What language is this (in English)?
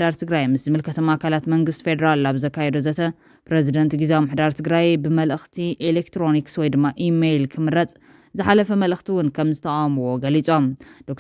Tigrinya